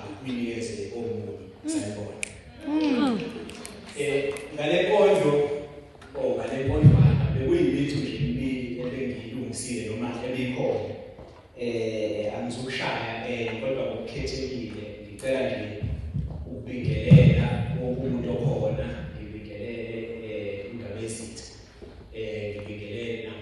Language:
Zulu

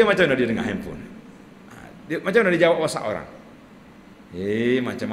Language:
Malay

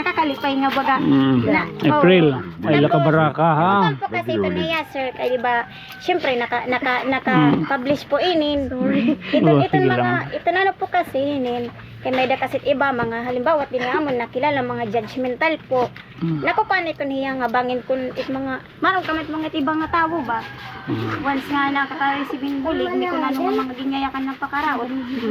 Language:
Waray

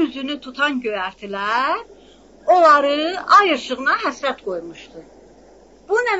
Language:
South Azerbaijani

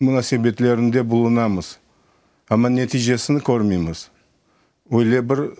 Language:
Crimean Tatar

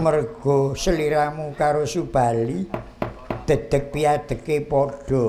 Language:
Javanese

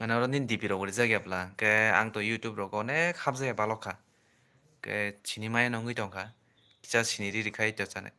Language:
Kok Borok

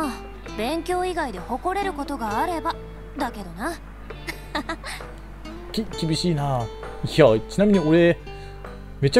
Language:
Japanese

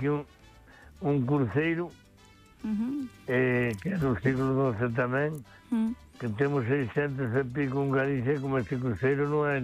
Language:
Galician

